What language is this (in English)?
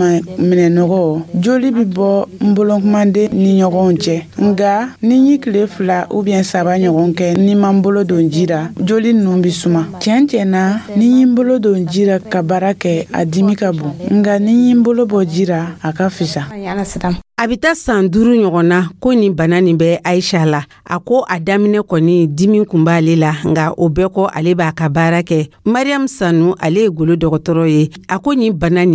Dyula